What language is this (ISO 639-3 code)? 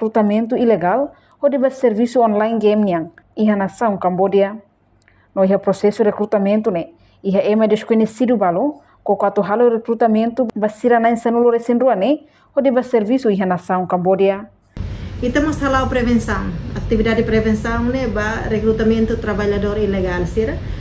tet